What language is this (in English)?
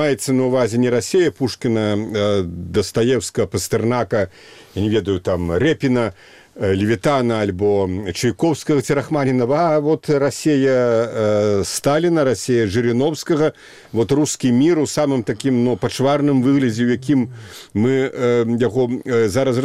Belarusian